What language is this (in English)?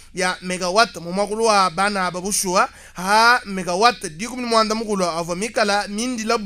Luba-Lulua